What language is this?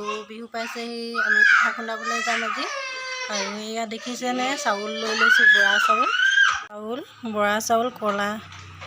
Assamese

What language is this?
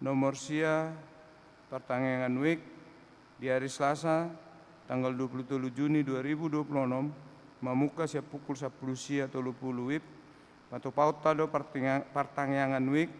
Batak Toba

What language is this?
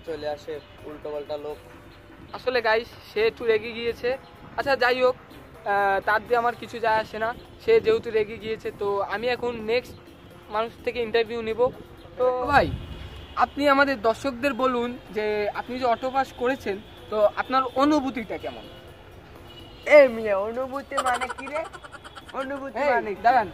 Bangla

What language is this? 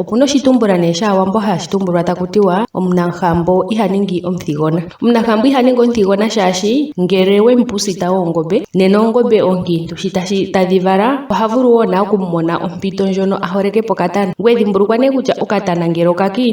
Ndonga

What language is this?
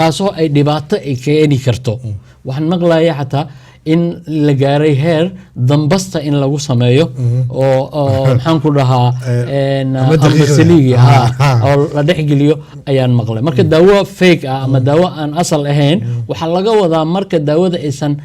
Somali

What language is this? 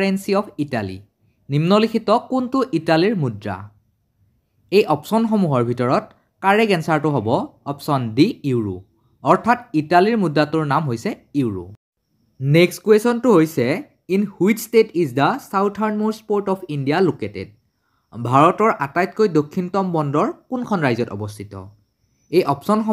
Assamese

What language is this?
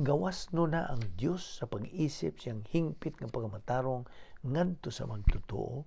Cebuano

